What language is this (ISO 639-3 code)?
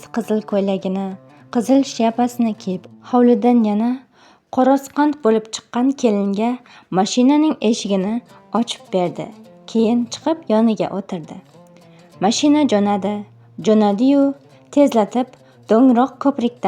uzb